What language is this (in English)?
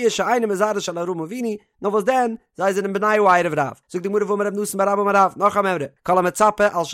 Yiddish